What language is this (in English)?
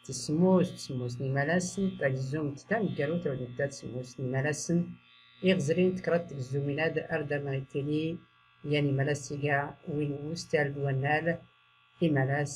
Tachelhit